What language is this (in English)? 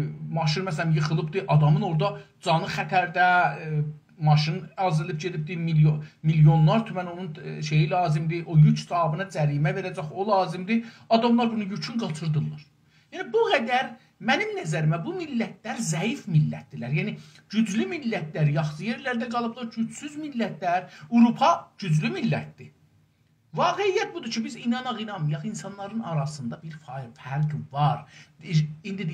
South Azerbaijani